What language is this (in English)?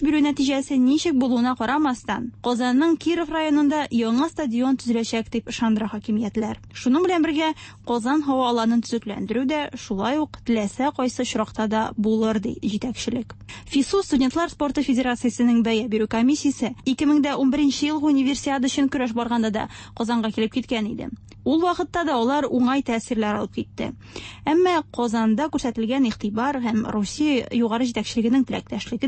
Tatar